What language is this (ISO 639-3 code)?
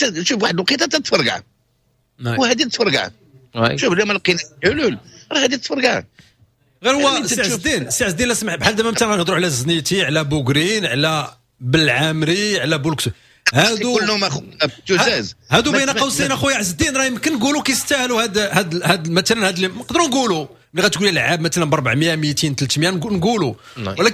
ary